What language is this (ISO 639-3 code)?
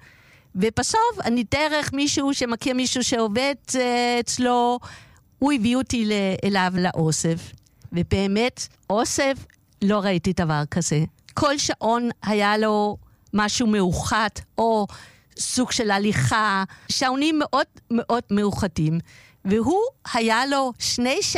heb